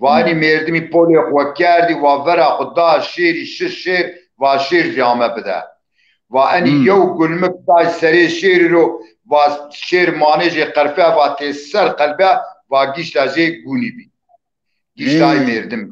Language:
Zaza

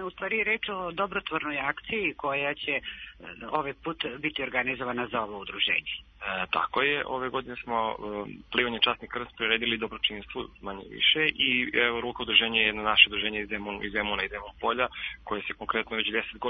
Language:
Serbian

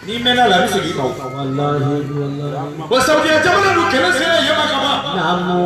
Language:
Bambara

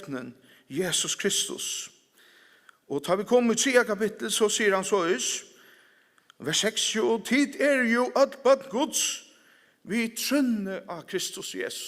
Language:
Faroese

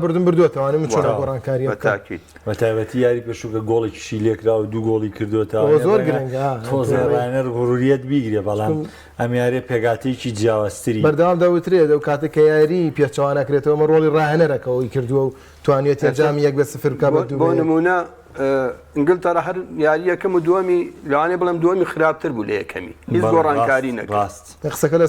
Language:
Central Kurdish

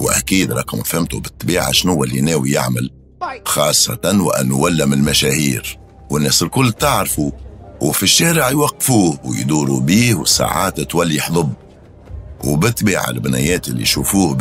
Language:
Tunisian Arabic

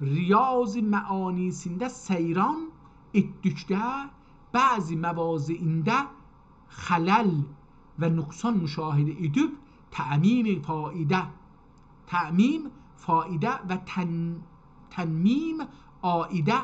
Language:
South Azerbaijani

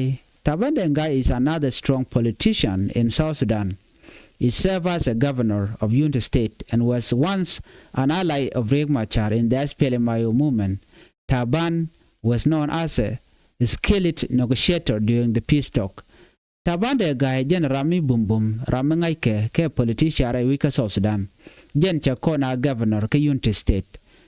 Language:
Nuer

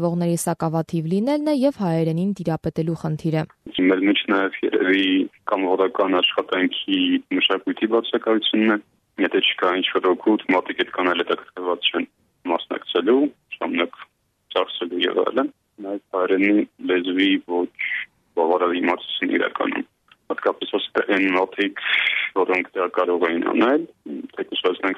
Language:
Armenian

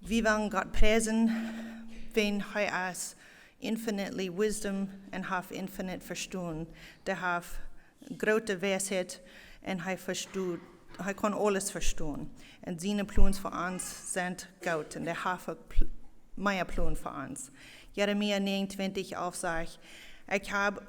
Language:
Plautdietsch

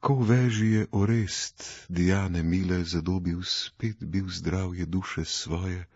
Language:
Slovenian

